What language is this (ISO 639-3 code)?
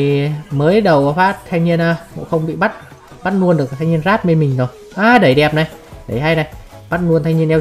vie